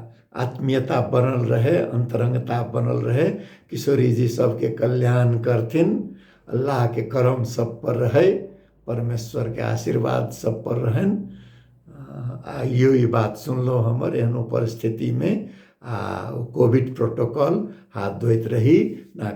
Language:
Maithili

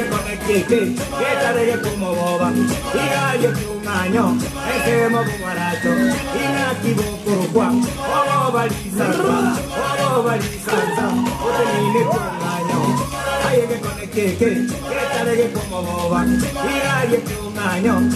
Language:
Gusii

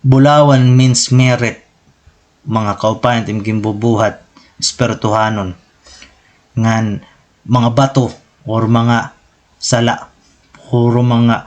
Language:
Waray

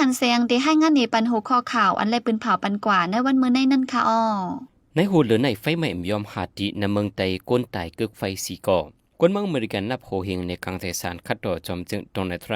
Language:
Shan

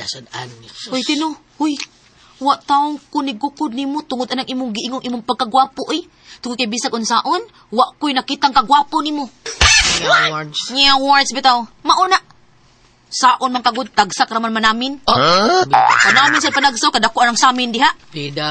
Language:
Cebuano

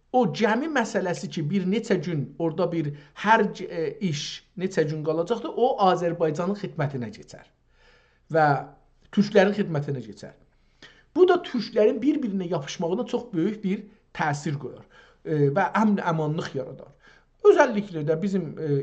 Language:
South Azerbaijani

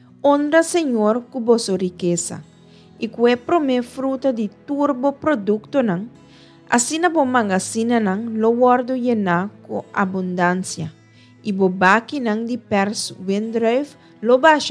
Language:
Papiamento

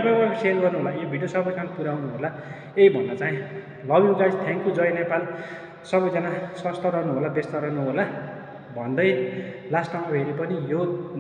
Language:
Nepali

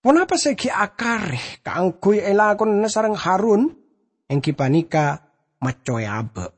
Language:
Madurese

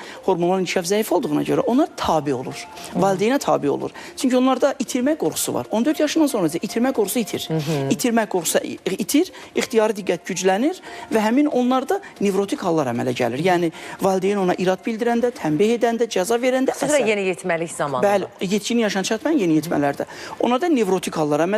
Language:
Azerbaijani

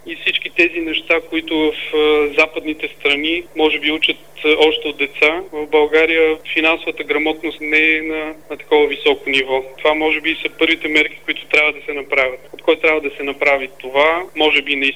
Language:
Bulgarian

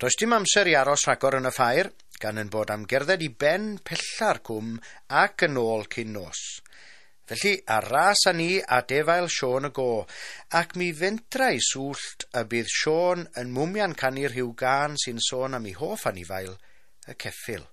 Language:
Welsh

